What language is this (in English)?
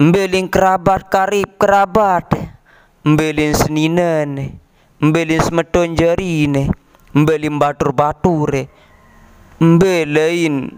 Sasak